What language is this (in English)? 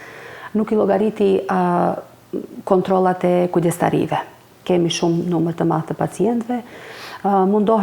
Albanian